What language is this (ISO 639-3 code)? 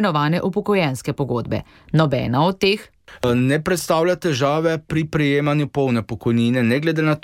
slv